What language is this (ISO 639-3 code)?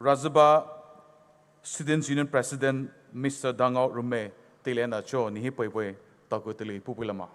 pmx